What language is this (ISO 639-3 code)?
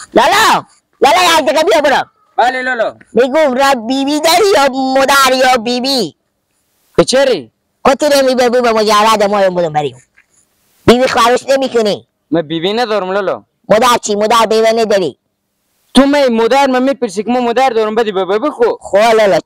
fas